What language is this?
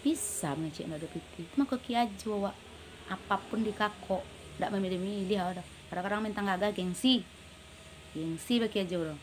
Minangkabau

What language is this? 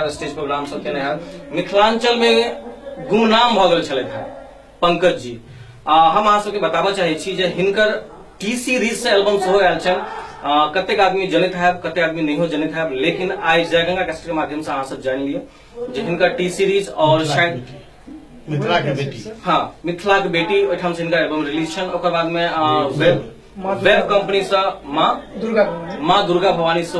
Maithili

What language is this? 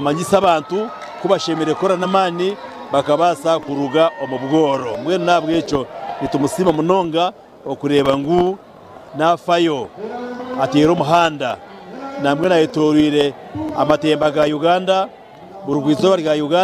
Nyankole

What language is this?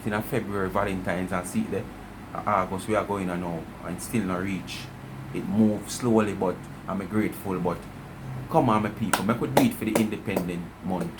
Jamaican Creole English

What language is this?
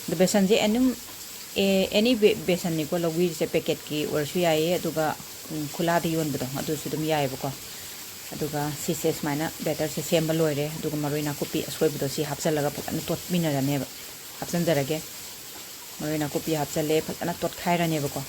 Manipuri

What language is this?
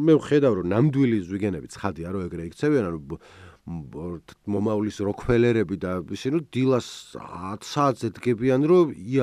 Georgian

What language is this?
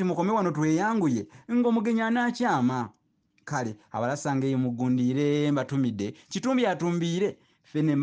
Ganda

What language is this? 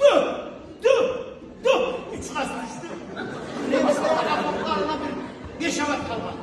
Kumyk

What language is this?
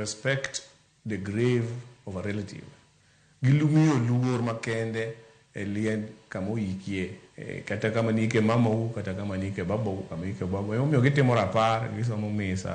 Luo (Kenya and Tanzania)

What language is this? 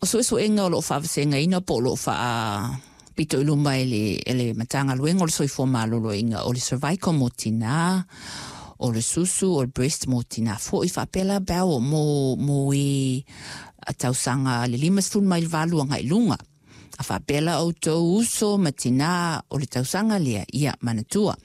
Samoan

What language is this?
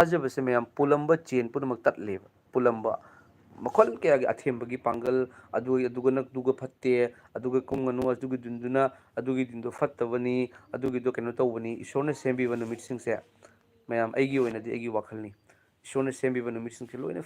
Manipuri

